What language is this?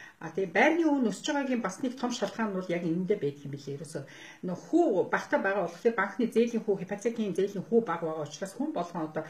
Mongolian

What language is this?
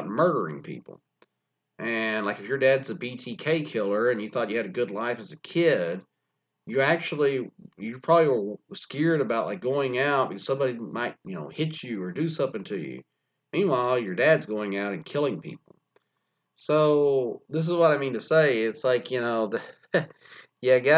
English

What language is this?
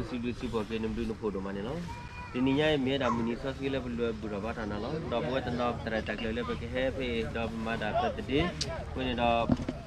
S'gaw Karen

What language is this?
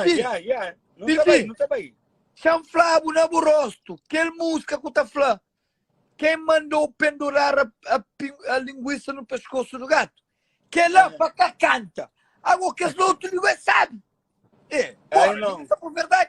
Kabuverdianu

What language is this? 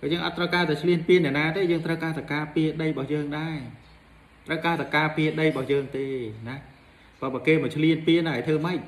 Khmer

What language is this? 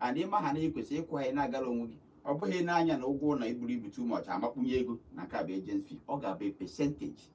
Igbo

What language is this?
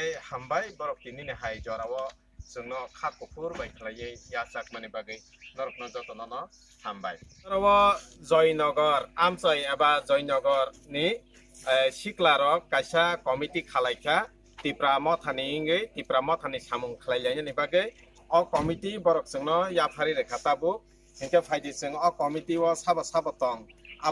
Kok Borok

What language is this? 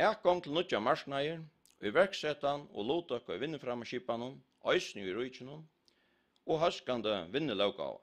Faroese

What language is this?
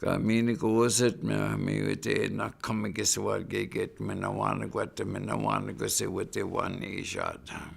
Chippewa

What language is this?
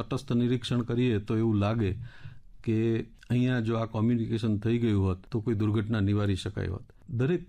Gujarati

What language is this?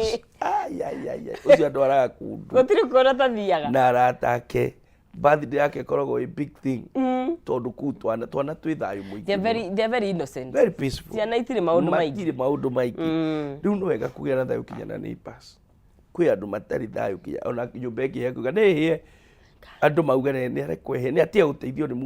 Kikuyu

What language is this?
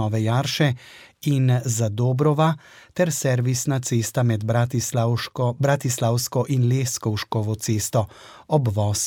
Slovenian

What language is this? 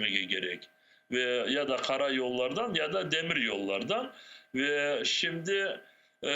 Crimean Tatar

